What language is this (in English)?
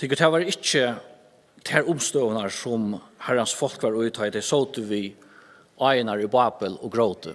Faroese